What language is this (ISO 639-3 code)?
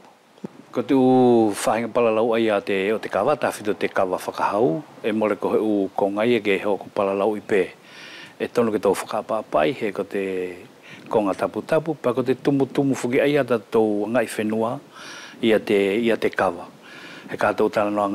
wls